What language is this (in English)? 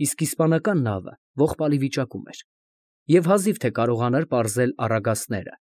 Armenian